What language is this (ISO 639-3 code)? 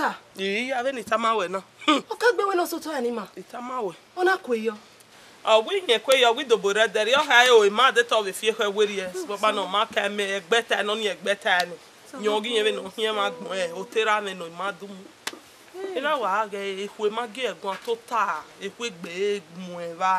bin